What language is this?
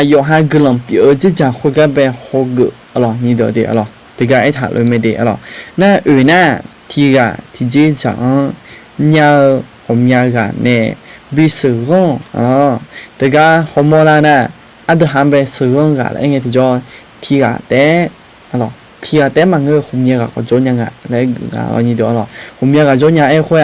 Akha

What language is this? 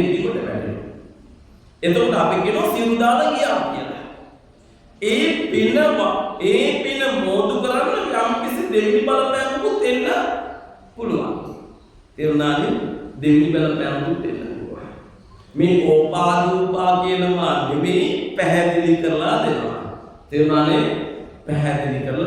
Sinhala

